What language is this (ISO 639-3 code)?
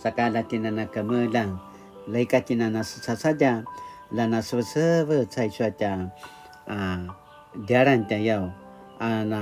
pwn